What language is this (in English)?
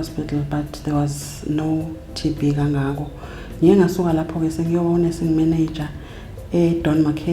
Zulu